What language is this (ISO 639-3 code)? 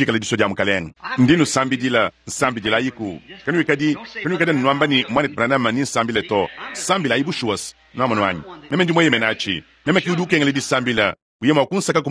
lua